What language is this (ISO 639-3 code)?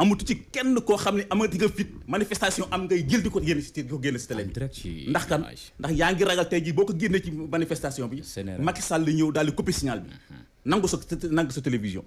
wol